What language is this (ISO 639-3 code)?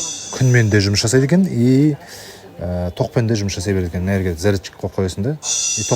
kaz